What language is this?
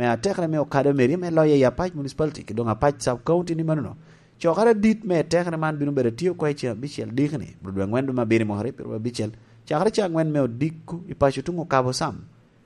Lango (Uganda)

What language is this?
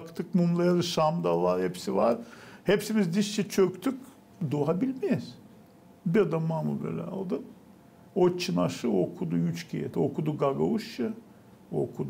Gagauz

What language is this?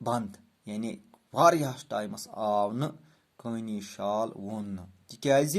Kashmiri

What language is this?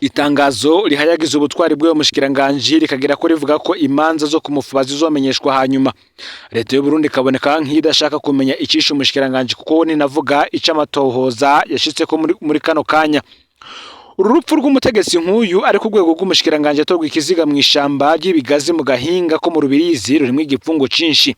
Rundi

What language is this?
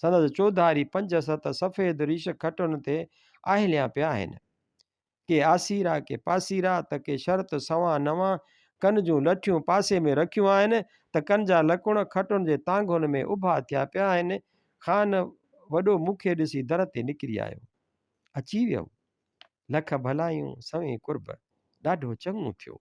Sindhi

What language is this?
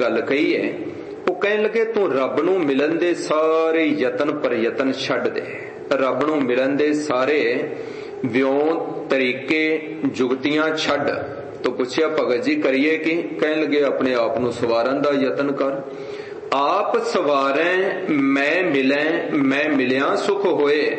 Punjabi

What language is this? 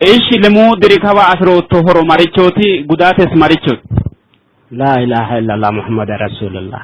Sidamo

